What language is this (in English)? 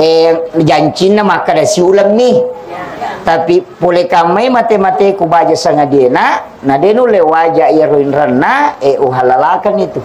Buginese